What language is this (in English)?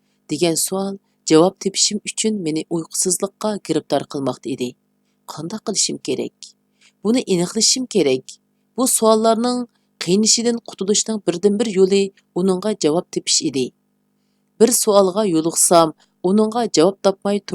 Uyghur